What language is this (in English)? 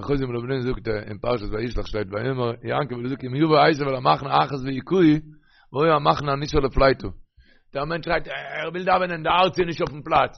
Yiddish